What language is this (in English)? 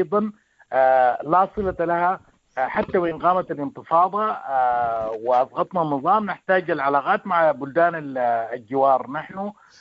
Sudanese Arabic